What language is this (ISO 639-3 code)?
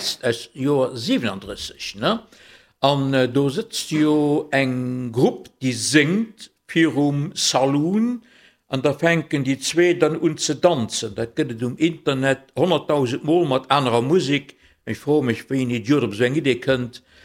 ltz